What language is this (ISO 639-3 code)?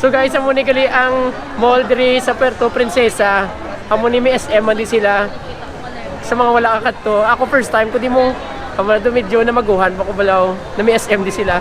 hil